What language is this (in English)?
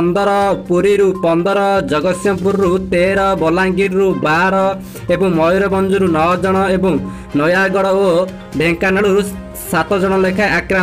Odia